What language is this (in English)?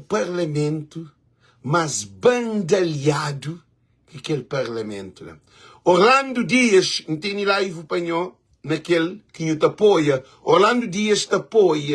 Kabuverdianu